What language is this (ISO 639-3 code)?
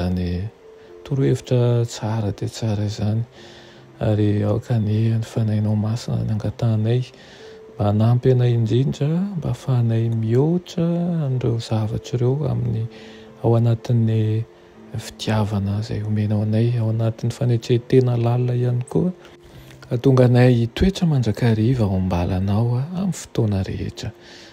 mlg